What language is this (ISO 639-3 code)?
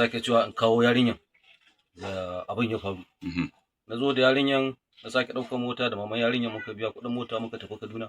hau